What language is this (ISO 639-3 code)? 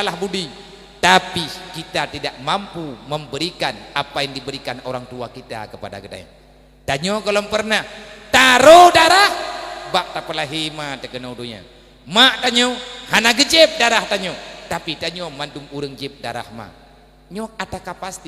ace